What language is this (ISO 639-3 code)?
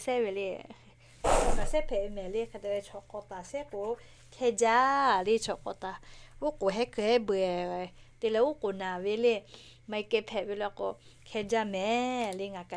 lhu